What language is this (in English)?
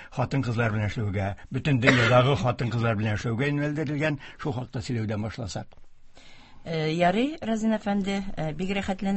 Tatar